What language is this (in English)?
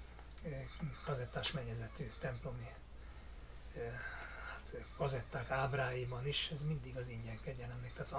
Hungarian